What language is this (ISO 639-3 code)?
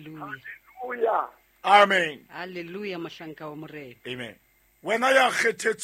sot